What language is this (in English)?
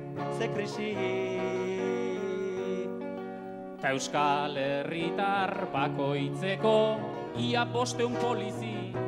Basque